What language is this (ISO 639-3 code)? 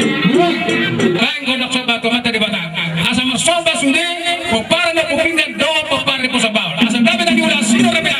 bbc